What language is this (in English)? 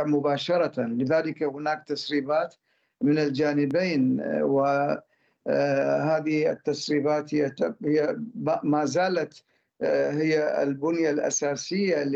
Arabic